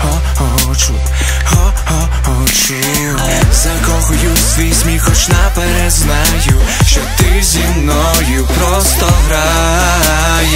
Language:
Ukrainian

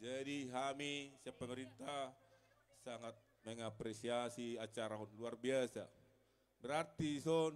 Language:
Batak Toba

